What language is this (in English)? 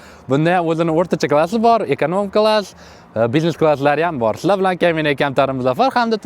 Uzbek